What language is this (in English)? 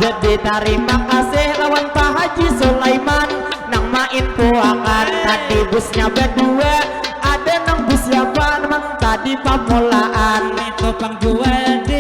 Banjar